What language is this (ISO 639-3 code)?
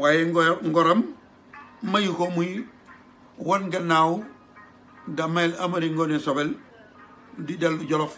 wol